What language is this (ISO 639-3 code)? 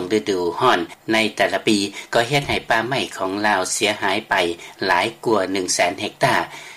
lao